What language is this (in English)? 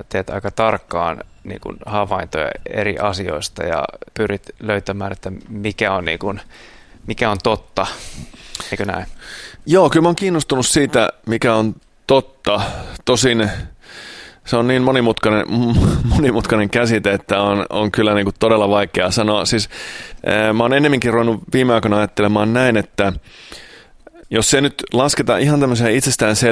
Finnish